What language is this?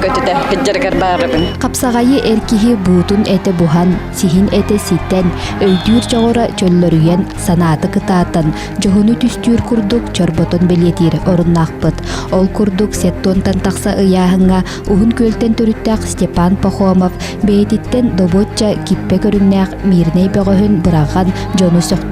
Yakut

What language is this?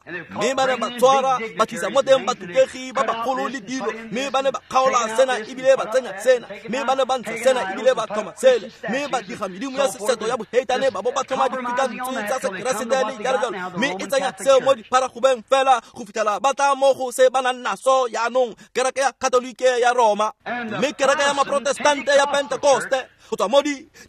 Tswana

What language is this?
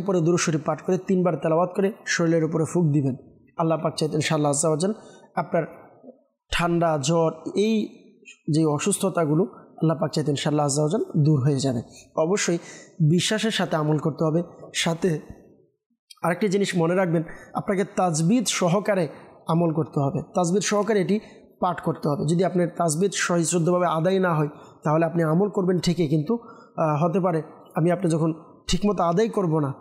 Bangla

